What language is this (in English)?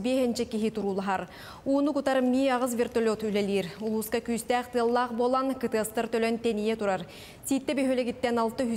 Yakut